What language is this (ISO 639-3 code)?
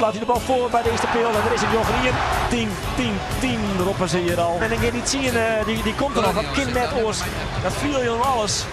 fry